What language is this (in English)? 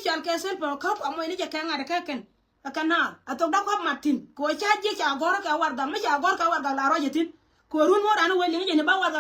Nuer